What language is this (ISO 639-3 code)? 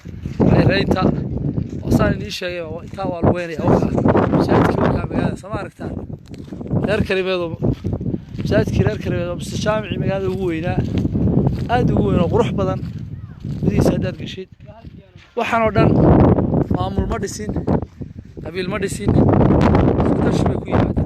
som